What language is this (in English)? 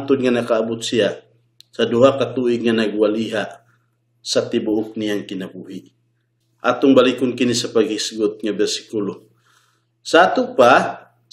Cebuano